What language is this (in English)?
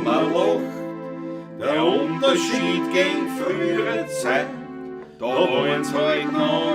Bavarian